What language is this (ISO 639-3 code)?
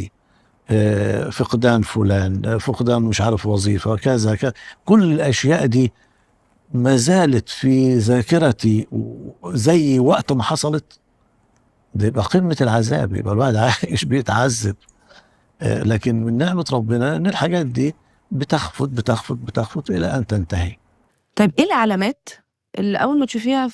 arz